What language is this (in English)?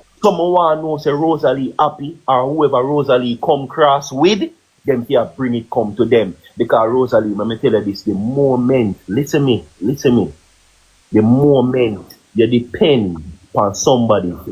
Jamaican Creole English